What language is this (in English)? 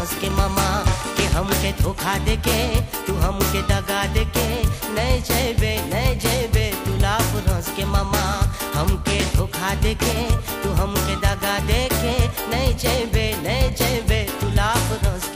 Bhojpuri